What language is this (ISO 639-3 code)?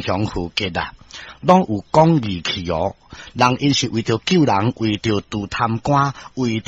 nan